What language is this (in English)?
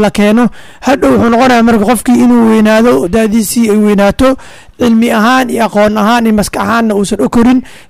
Somali